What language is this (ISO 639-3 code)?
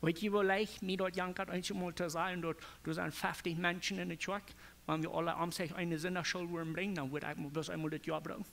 pdt